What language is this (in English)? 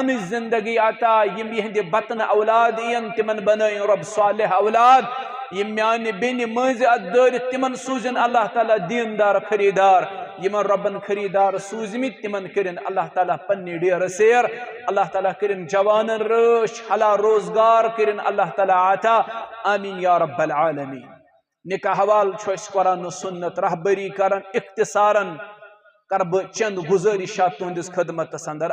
Kashmiri